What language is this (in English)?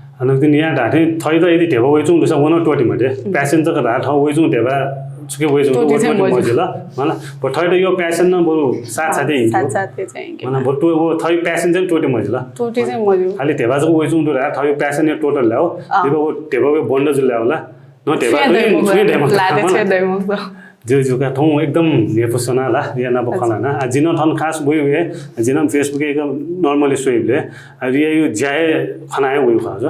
Newari